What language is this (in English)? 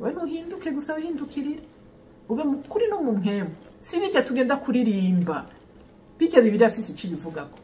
Rundi